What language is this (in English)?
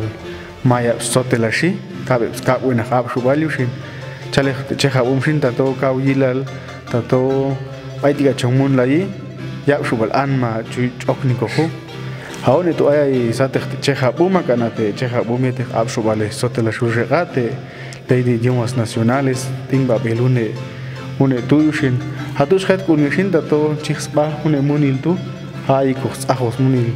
Popti'